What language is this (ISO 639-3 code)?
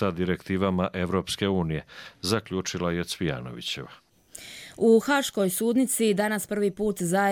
hrv